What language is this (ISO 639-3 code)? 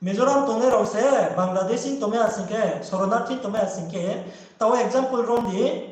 ria